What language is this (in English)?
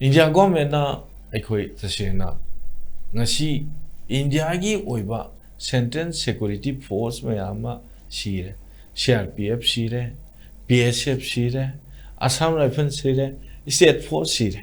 Manipuri